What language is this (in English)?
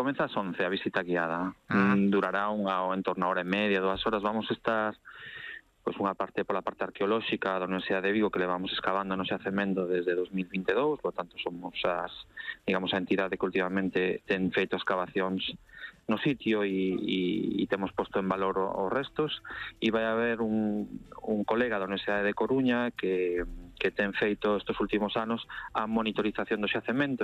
Galician